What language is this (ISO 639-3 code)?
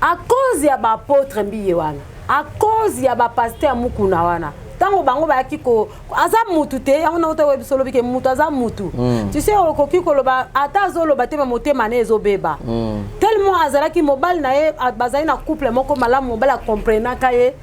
lin